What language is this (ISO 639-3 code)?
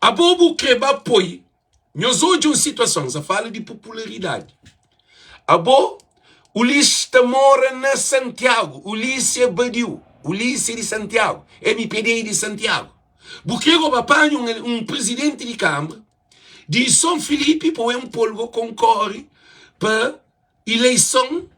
kea